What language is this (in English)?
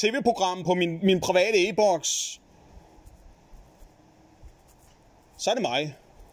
Danish